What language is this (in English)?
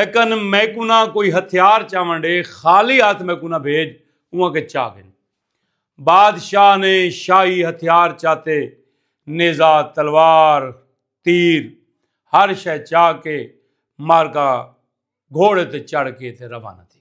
Saraiki